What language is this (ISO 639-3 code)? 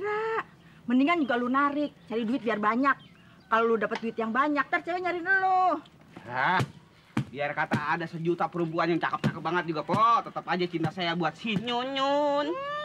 bew